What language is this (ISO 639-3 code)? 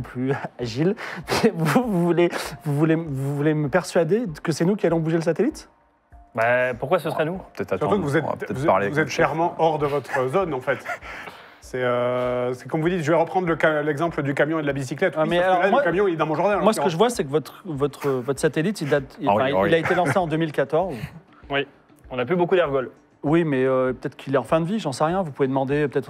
fra